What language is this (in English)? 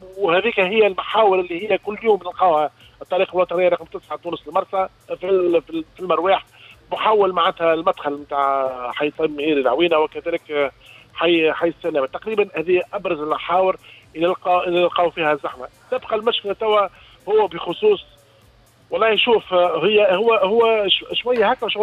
Tunisian Arabic